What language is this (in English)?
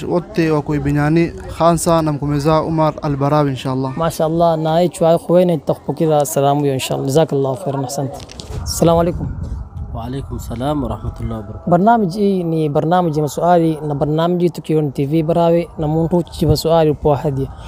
Swahili